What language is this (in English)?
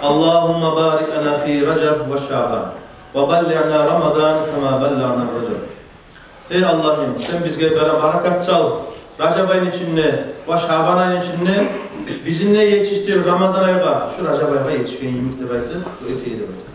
Kumyk